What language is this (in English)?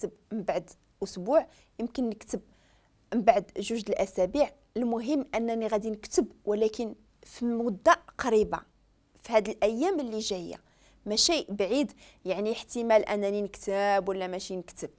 Moroccan Arabic